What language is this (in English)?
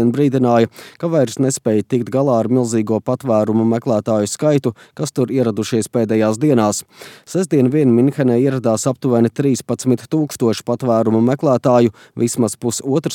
Latvian